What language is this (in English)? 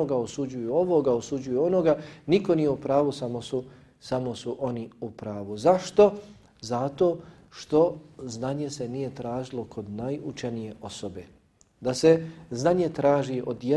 Bosnian